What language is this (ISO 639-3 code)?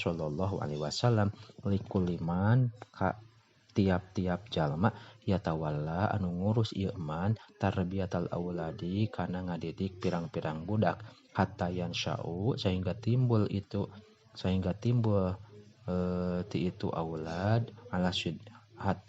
sun